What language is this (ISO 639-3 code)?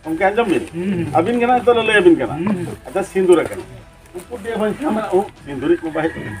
sat